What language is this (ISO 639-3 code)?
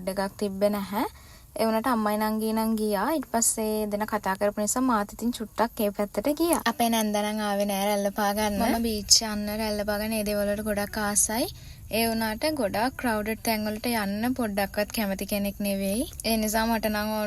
sin